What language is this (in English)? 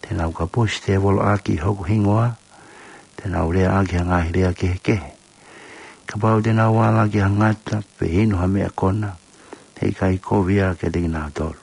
Tongan